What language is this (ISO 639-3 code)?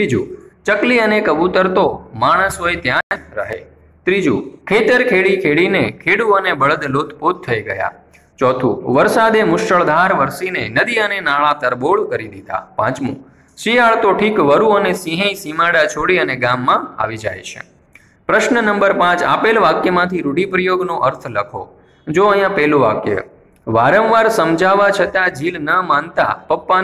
guj